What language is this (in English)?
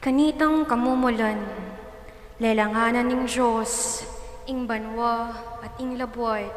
Pampanga